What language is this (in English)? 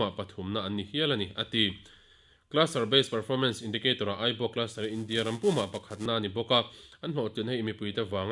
Mizo